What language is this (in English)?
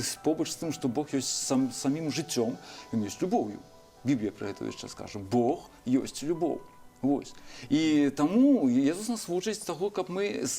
Belarusian